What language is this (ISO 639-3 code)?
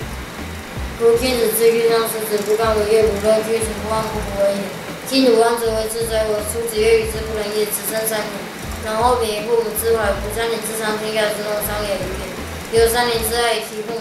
lzh